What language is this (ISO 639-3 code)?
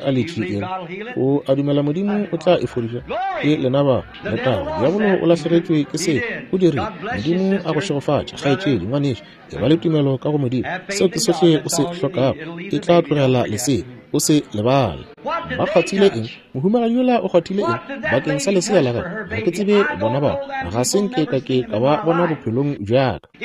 nso